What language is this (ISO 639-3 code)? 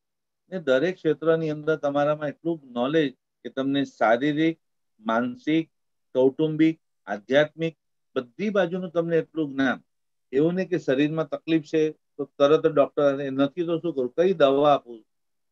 guj